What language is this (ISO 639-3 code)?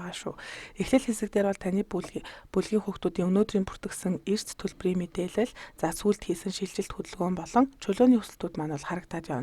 mon